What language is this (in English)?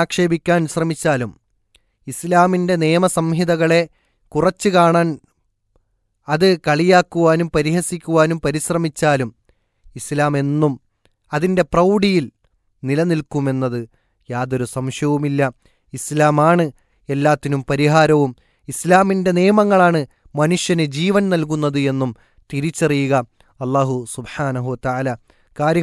Malayalam